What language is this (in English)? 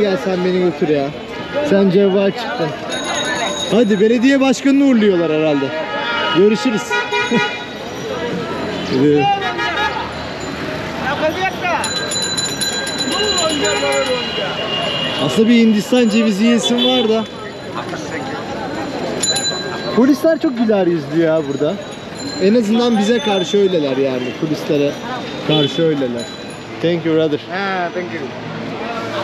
Turkish